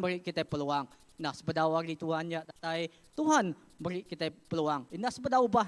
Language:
Iban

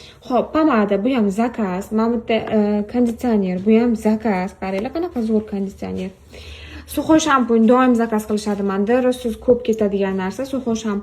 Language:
Uzbek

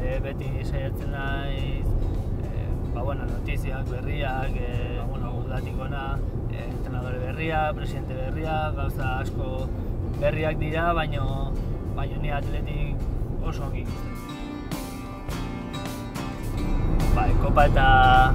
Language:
Basque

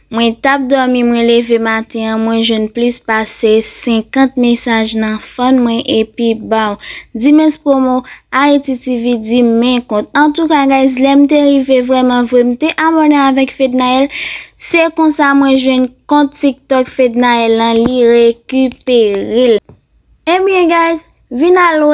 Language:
Haitian Creole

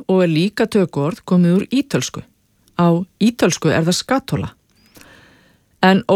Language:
Icelandic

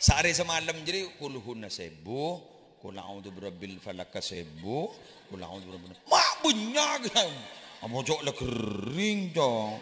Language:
Madurese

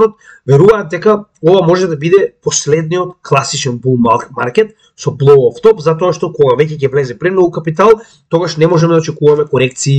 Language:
Macedonian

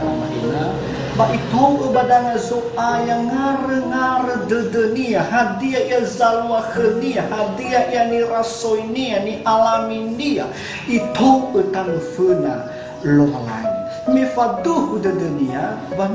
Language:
Nias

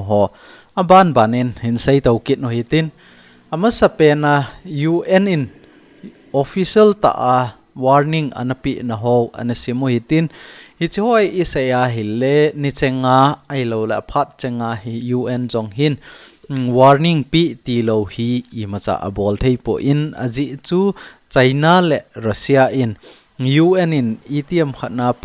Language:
Thado Chin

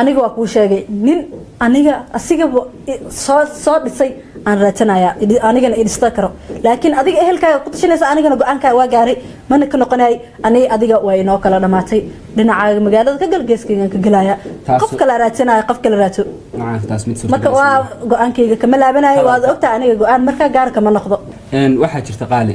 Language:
Somali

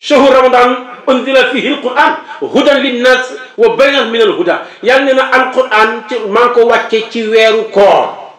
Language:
Wolof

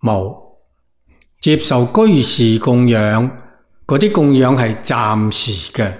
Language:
Cantonese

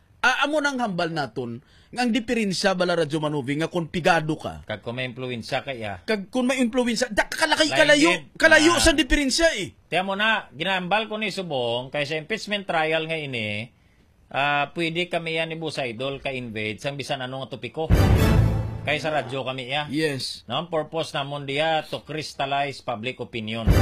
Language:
Hiligaynon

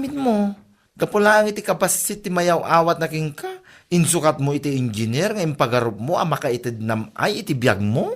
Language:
Iloko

